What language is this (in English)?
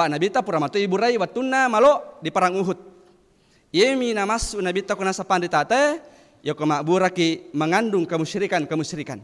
Buginese